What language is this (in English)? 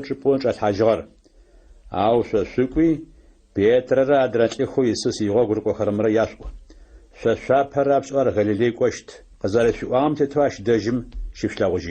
Adyghe